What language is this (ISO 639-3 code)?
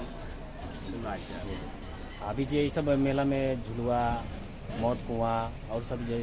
bho